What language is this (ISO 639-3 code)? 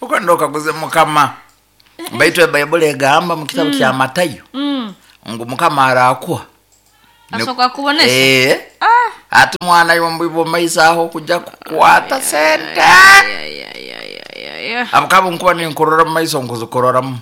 nyo